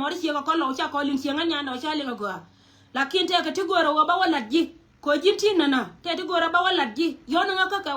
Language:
Nuer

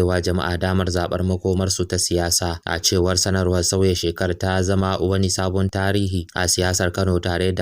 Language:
Hausa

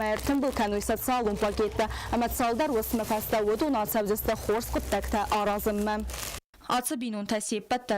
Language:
Ossetic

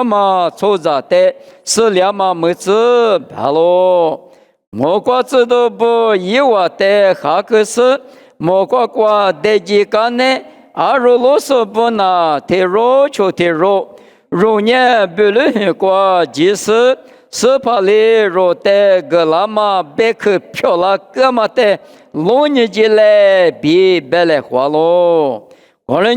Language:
Lisu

